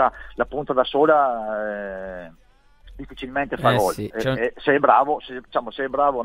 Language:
Italian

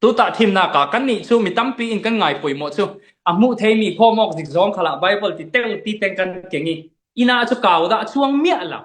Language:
Falam Chin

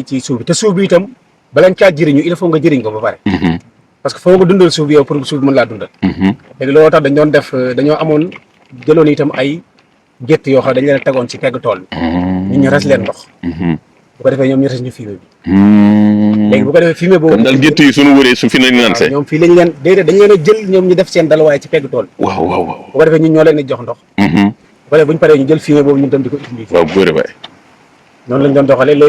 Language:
Wolof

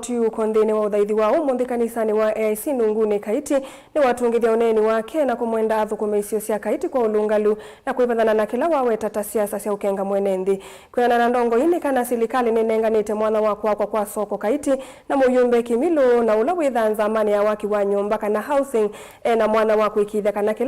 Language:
Kamba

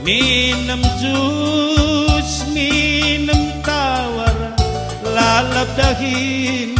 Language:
Batak Karo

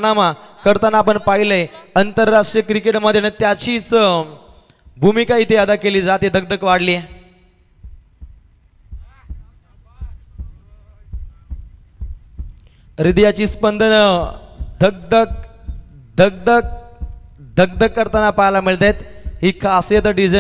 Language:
Marathi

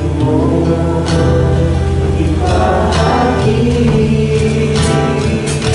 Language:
Filipino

